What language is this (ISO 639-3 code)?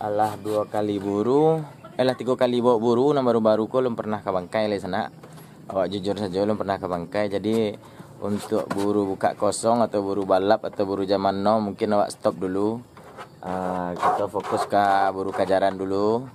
min